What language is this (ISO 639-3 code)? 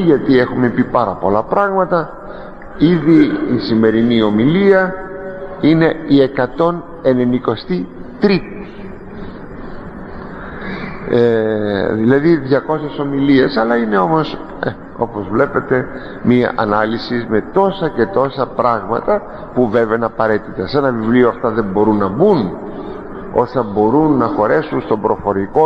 ell